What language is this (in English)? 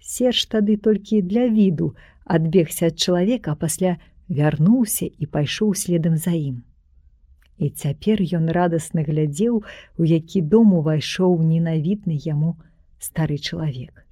Belarusian